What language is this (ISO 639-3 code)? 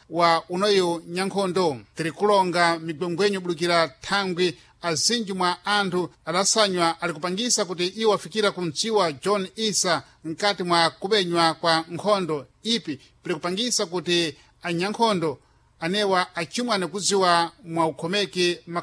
seh